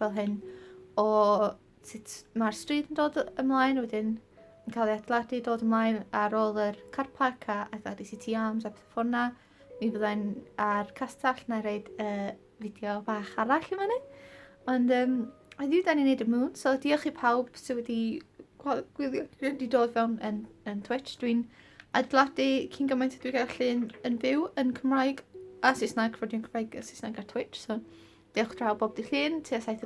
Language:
Welsh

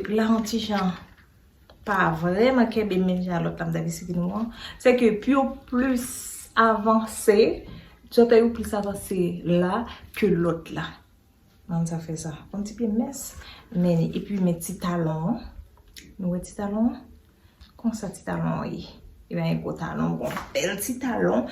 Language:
Haitian Creole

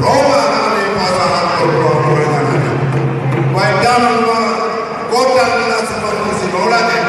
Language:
Batak Toba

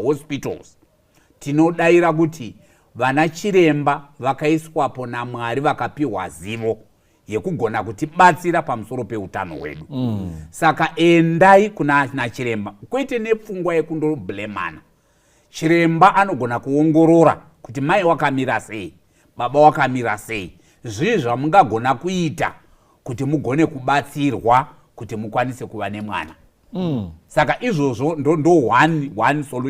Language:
Shona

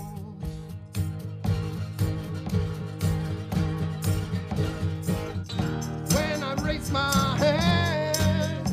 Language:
Spanish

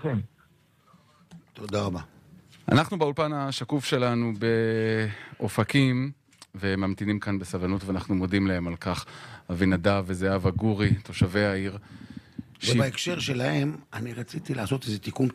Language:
Hebrew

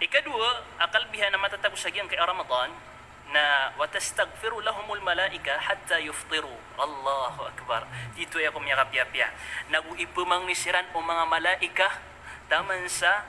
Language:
Maranao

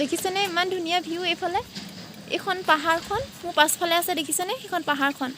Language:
Assamese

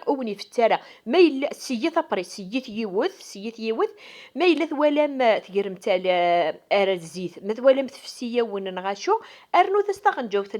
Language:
Kabyle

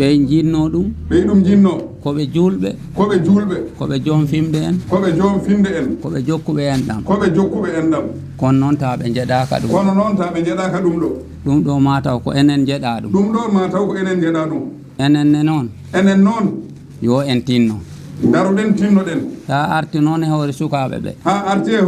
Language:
Fula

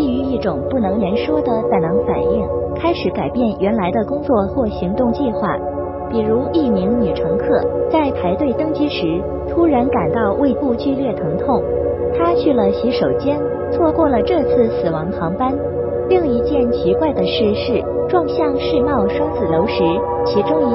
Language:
Chinese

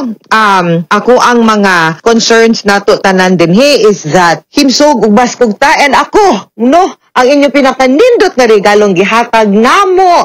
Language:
Cebuano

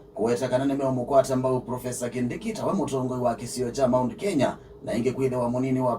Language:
Kamba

